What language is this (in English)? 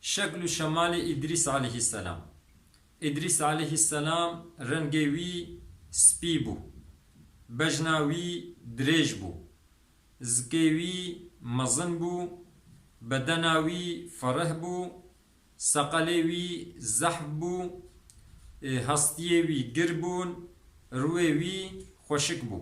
Kurdish